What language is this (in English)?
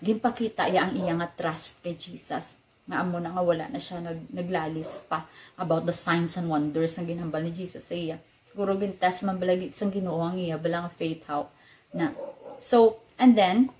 Hiligaynon